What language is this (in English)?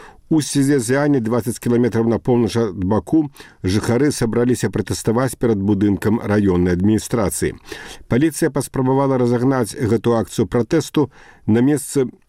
Belarusian